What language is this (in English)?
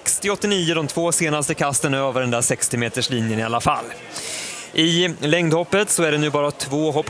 Swedish